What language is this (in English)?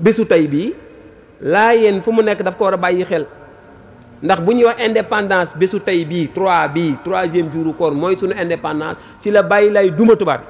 Wolof